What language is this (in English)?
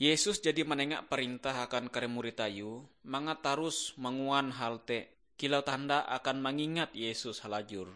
Ngaju